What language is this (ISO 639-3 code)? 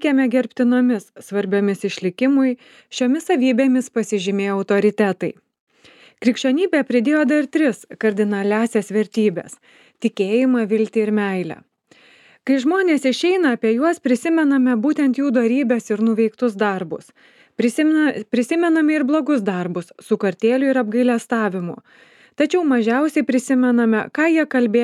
lit